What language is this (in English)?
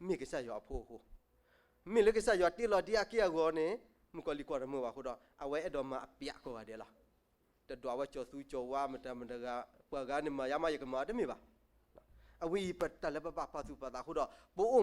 S'gaw Karen